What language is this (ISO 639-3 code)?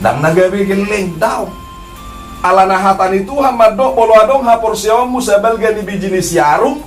bbc